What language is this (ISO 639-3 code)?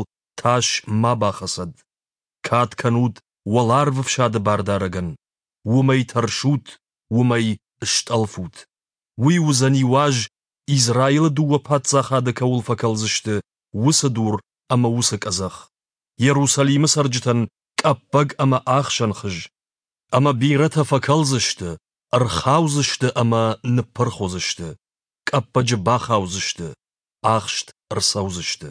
oss